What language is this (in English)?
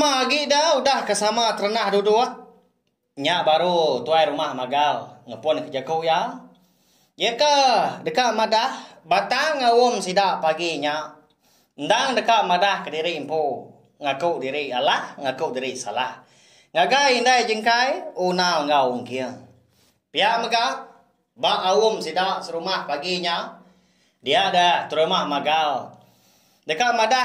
Iban